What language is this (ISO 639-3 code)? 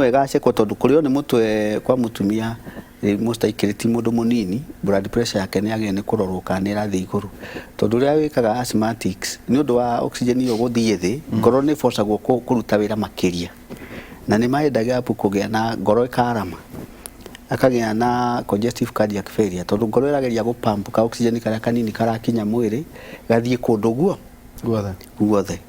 kik